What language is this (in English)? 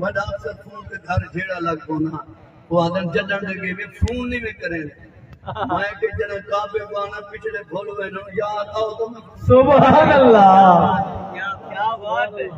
Saraiki